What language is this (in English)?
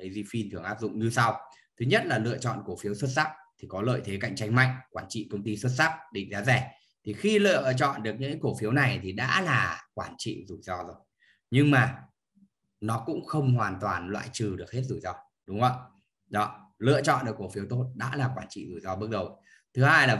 Vietnamese